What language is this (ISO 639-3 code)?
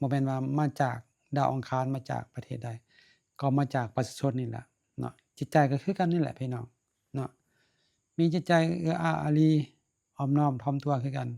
lao